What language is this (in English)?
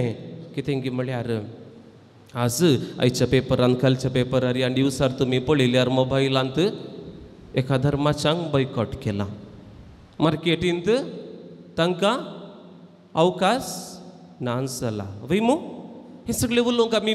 Konkani